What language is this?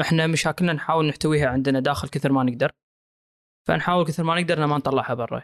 Gulf Arabic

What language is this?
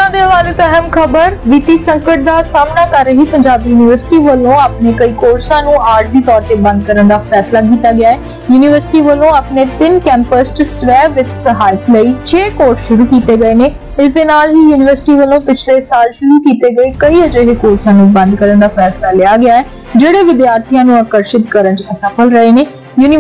Punjabi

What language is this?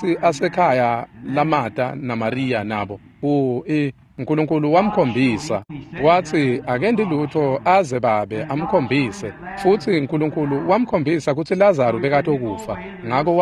Swati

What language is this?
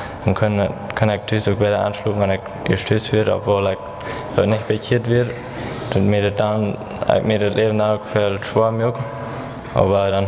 Plautdietsch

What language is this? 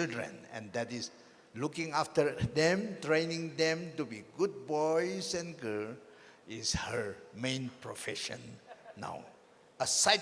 Tangkhul Naga (India)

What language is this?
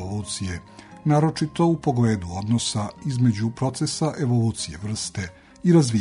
Serbian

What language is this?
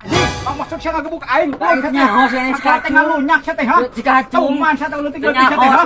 Sundanese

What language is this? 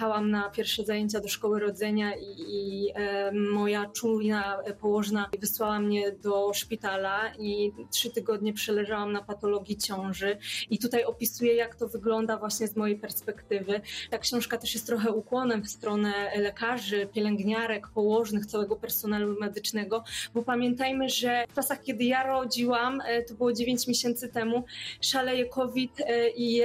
Polish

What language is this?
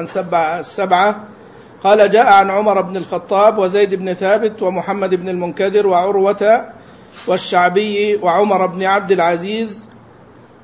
Arabic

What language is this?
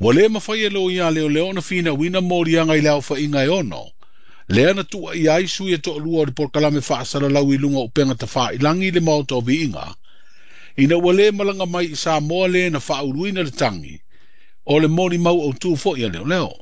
Samoan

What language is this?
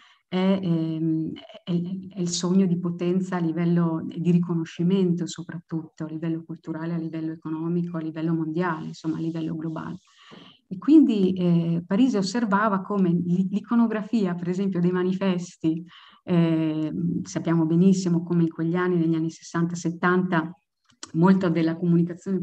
Italian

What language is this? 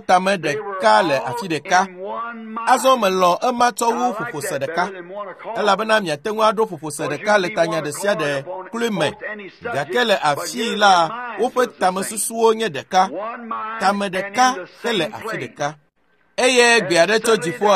Ewe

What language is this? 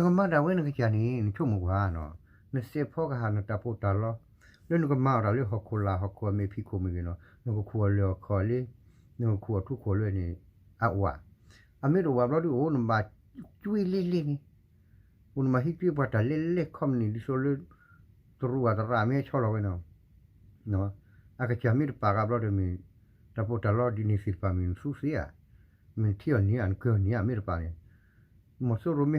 S'gaw Karen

